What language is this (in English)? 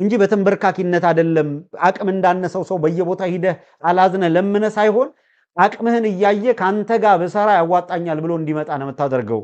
Amharic